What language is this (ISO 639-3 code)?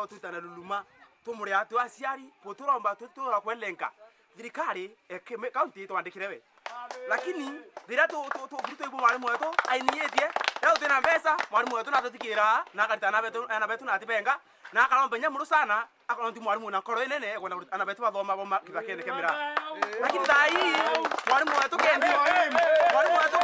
mer